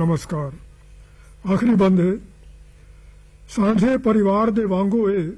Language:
Punjabi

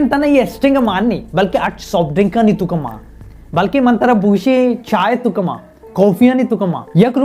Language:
Baluchi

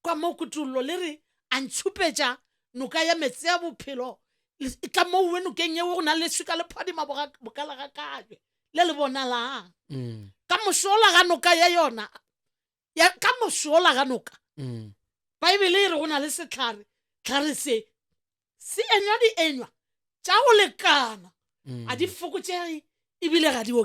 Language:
Northern Sotho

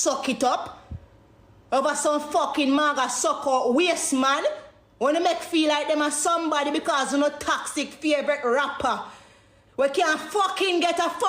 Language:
Jamaican Creole English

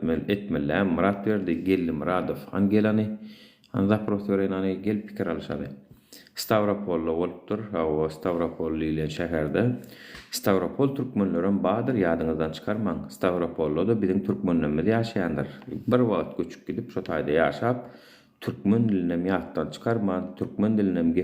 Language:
Turkmen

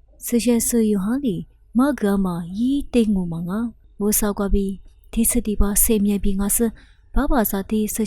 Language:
Lisu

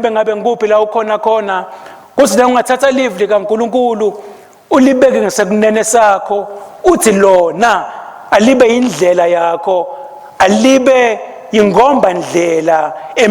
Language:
Swati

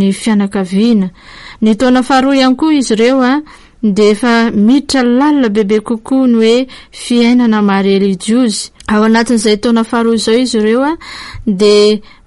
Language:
Malagasy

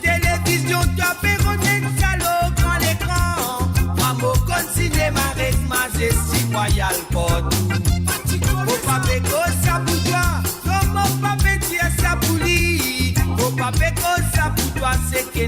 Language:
Morisyen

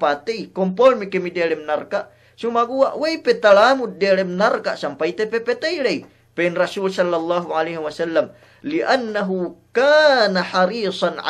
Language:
Yakan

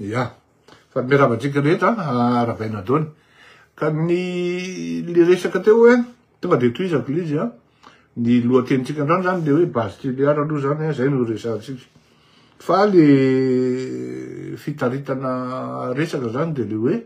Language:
Malagasy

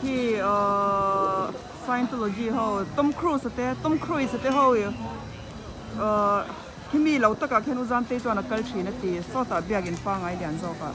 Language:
Mizo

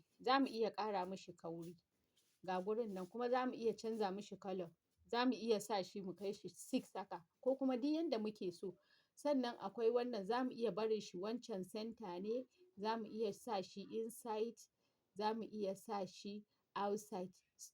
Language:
Hausa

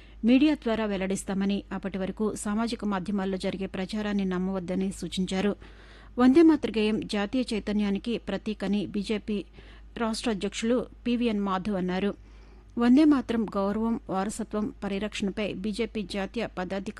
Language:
Telugu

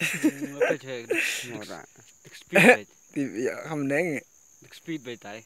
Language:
Khasi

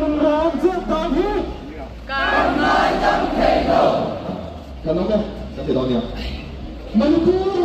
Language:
Mizo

